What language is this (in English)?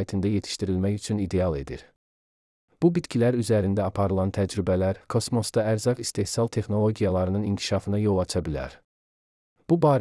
Azerbaijani